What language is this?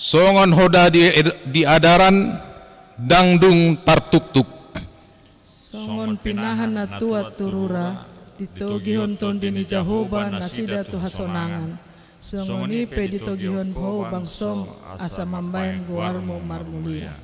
Batak Toba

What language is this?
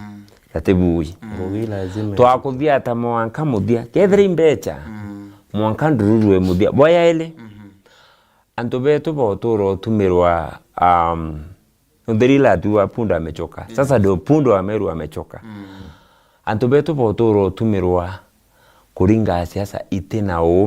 Meru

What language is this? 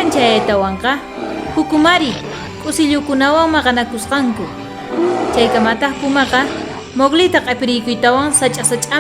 South Bolivian Quechua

